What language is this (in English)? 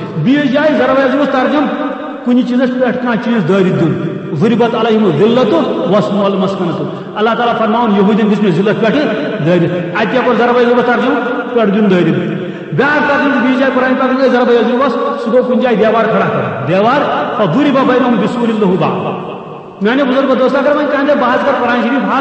Kashmiri